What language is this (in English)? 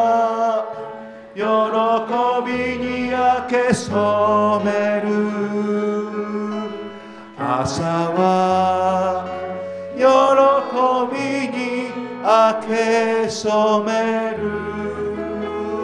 Japanese